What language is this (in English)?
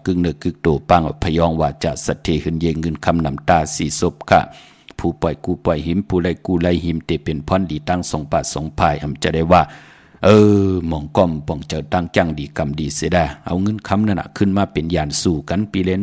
Shan